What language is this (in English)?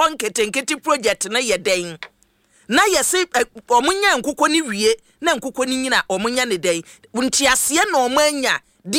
Akan